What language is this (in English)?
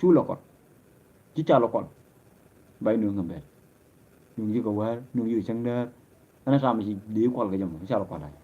Nuer